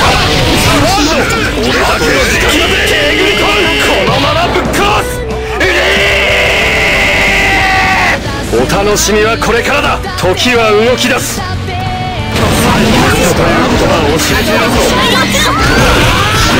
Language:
Japanese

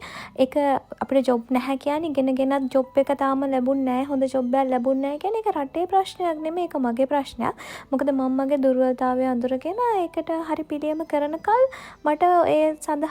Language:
Sinhala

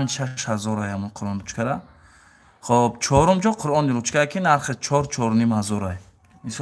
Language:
Tajik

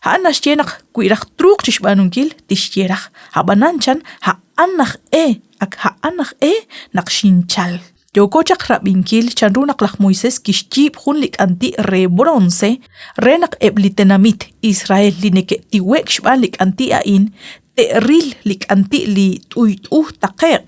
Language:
Kekchí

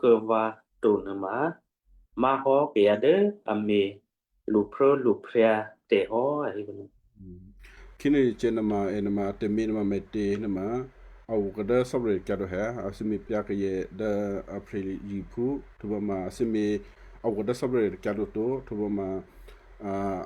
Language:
Western Kayah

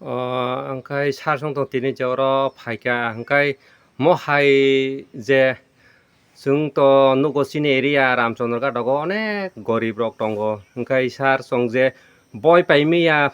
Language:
Kok Borok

